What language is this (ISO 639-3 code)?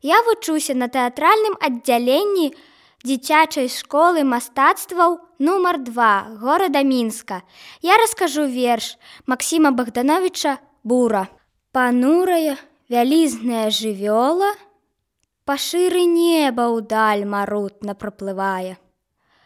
bel